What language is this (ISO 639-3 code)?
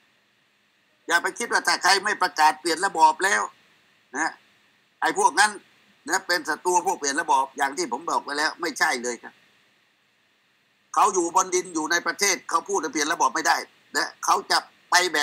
tha